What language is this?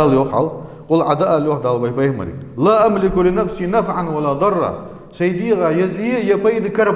Ingush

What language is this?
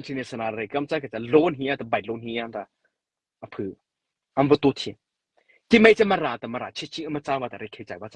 Mara Chin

